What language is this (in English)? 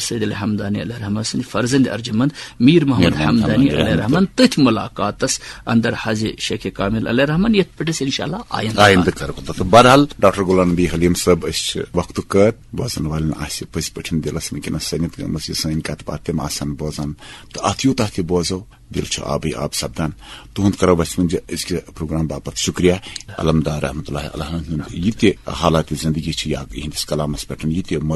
Kashmiri